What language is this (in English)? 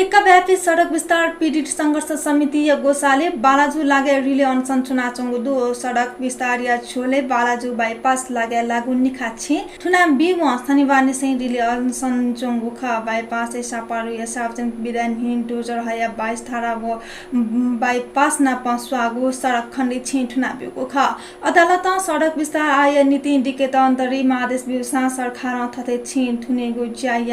Newari